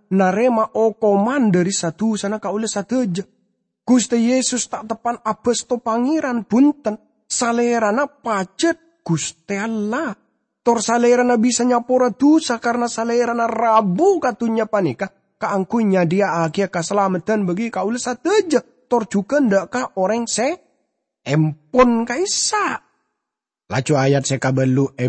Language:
Madurese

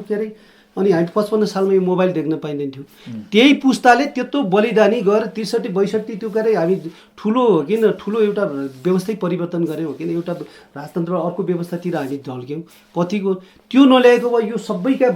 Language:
Nepali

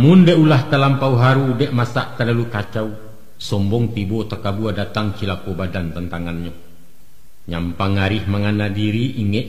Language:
Minangkabau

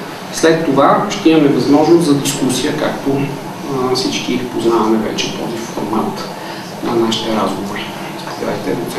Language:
Bulgarian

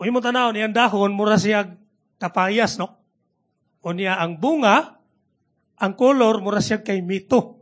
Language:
Cebuano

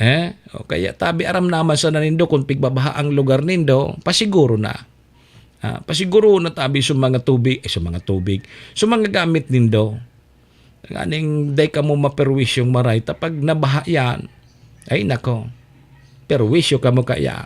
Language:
Bikol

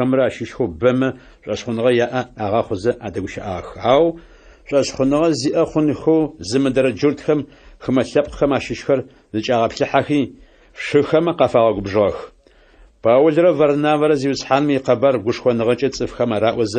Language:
Adyghe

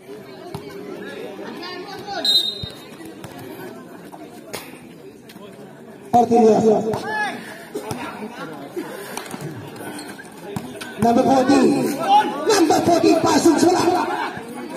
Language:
Filipino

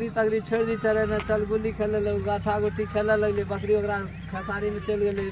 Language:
Maithili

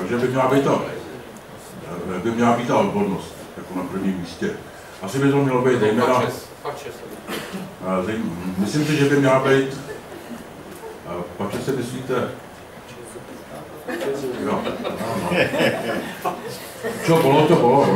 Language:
Czech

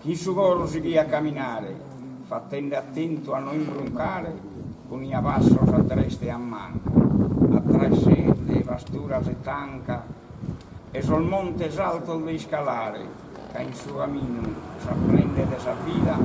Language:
Sardinian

